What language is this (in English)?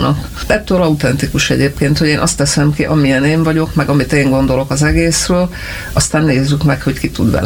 Hungarian